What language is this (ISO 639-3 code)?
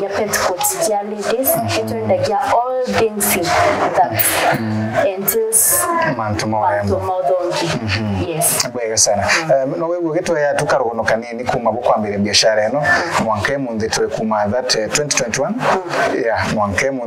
mer